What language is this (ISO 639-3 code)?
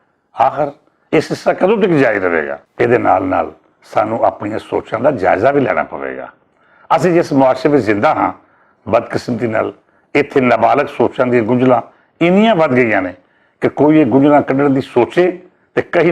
lah